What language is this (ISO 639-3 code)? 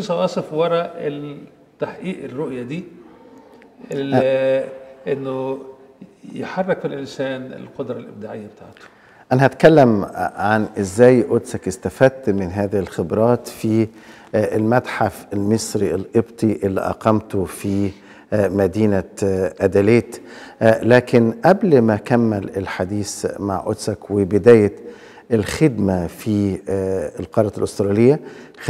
arz